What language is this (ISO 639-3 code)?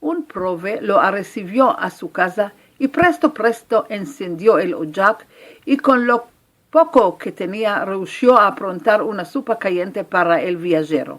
lad